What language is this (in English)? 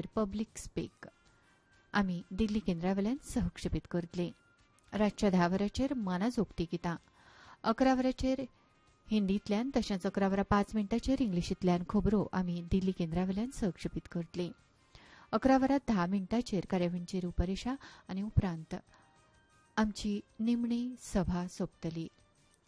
Konkani